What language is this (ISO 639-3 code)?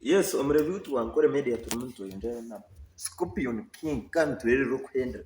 nyn